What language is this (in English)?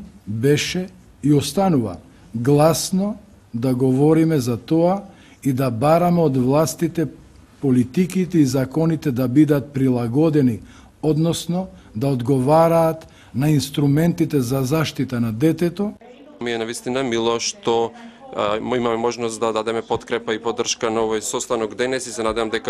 Macedonian